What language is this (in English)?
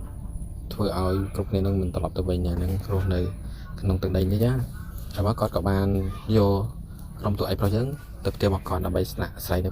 Khmer